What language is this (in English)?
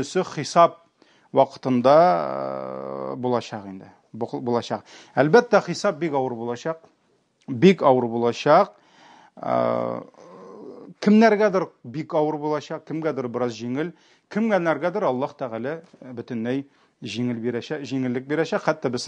Tatar